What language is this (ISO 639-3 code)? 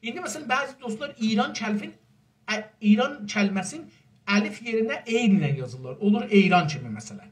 azb